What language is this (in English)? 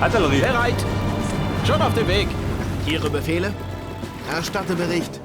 Bavarian